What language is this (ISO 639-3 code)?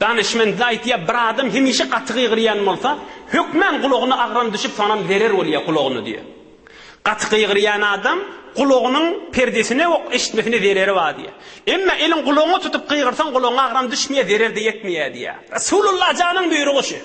tuk